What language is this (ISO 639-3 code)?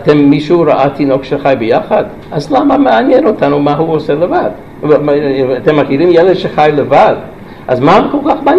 heb